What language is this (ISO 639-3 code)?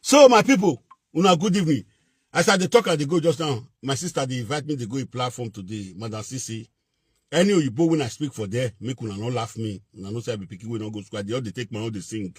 pcm